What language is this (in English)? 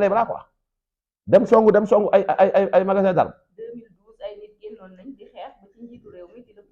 Wolof